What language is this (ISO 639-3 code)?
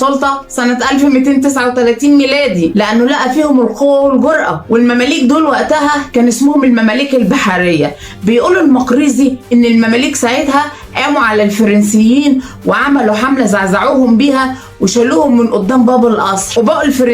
arz